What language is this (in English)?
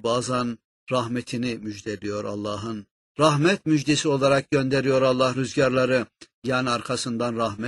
Turkish